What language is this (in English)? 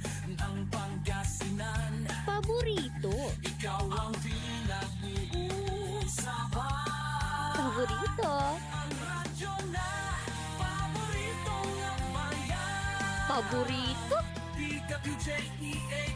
Pangasinan